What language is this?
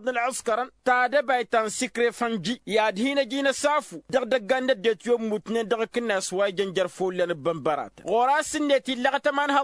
Tamasheq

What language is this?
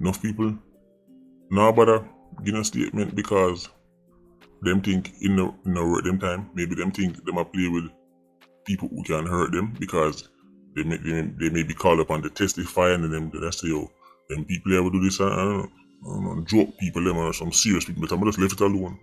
Jamaican Creole English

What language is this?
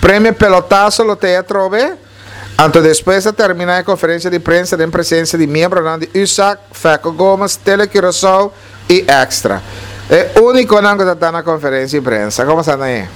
Papiamento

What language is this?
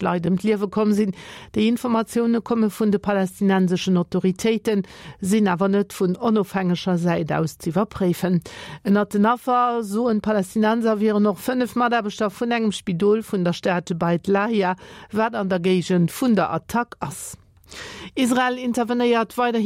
Luxembourgish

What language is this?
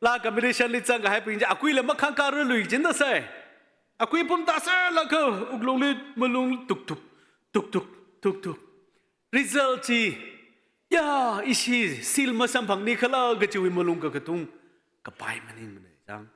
Tangkhul Naga (India)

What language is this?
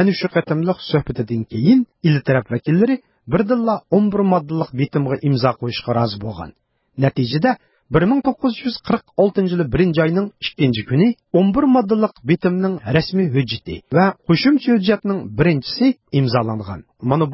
Uyghur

